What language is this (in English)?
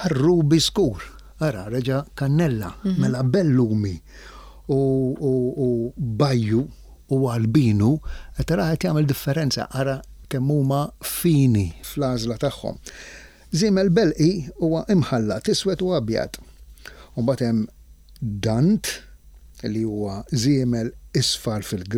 Maltese